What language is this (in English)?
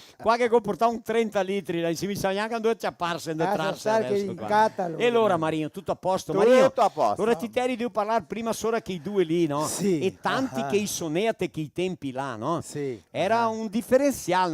Venetian